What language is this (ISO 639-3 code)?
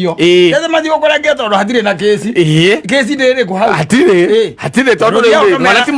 kik